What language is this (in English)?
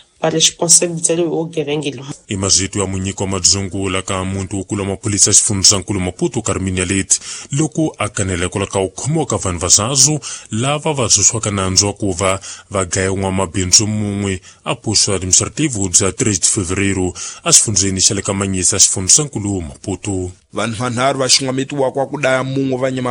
Tsonga